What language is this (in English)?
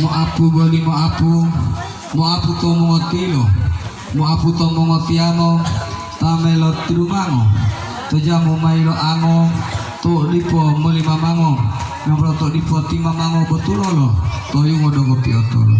Gorontalo